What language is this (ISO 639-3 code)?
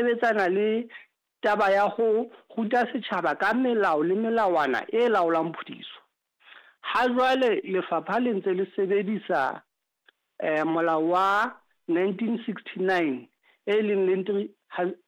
sot